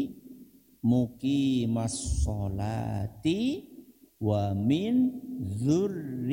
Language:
Indonesian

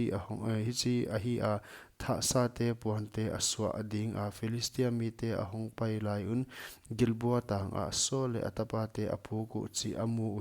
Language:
Paite Chin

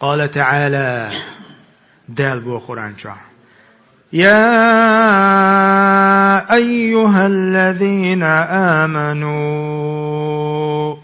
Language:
Chechen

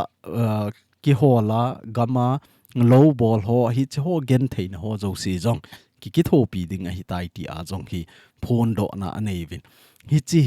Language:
Thado Chin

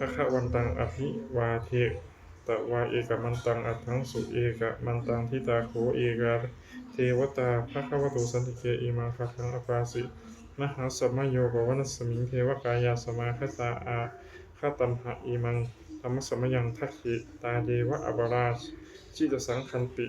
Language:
Pali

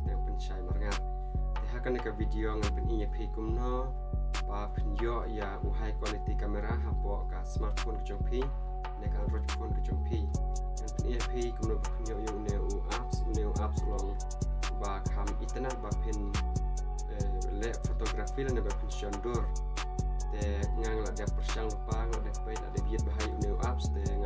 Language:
Khasi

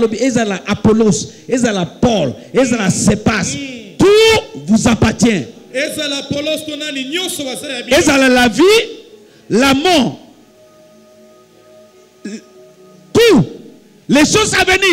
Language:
French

